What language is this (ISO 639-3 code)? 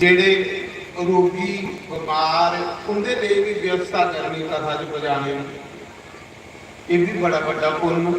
doi